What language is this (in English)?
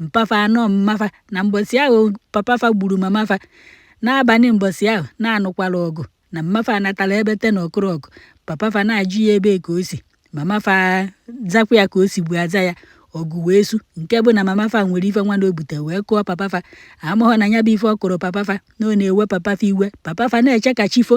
Igbo